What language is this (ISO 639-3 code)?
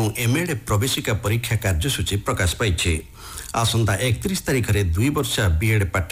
ori